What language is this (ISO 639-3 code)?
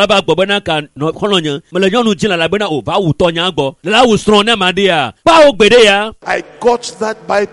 ewe